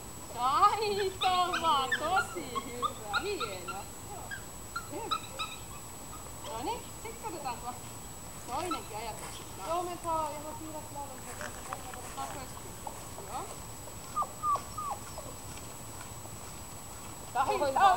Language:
Finnish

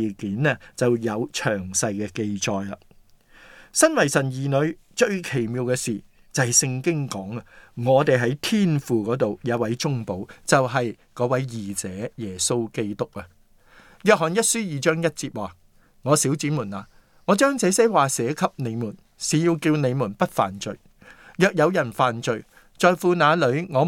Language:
Cantonese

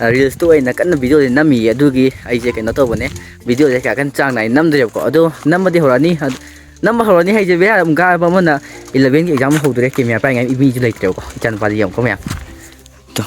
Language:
Manipuri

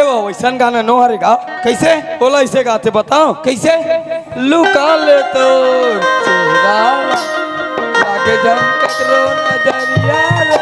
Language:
Chhattisgarhi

